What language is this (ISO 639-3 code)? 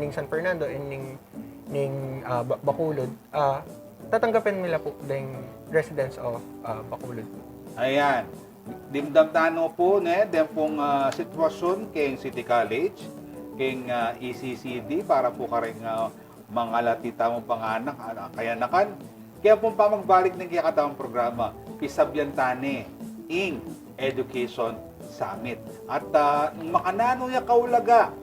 pam